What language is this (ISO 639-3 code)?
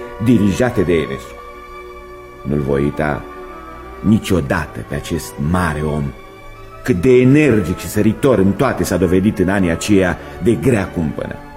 ron